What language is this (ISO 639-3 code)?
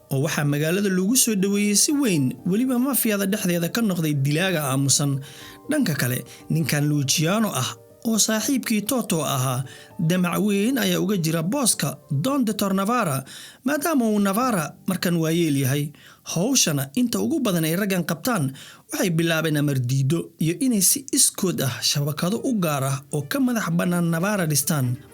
som